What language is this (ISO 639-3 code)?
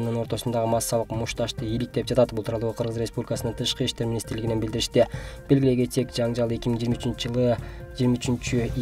kir